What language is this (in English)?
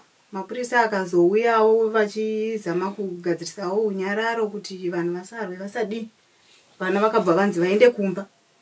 Shona